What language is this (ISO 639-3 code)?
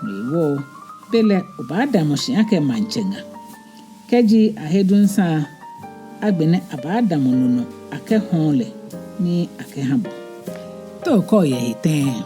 gaa